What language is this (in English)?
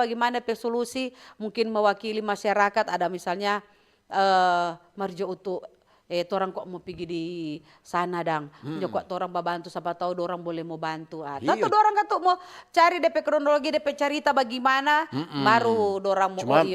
Manado Malay